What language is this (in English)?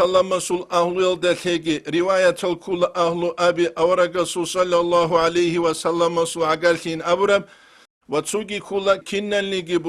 Avaric